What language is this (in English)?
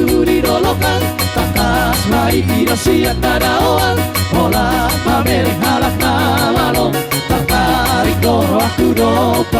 Batak Toba